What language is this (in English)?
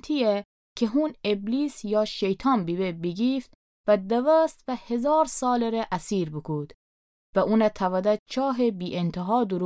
Gilaki